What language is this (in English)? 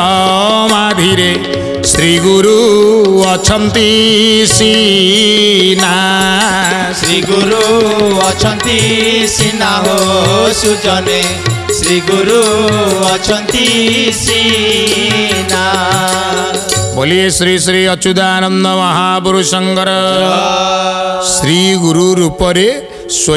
Odia